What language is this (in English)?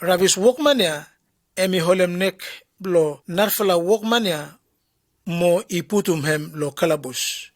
Bislama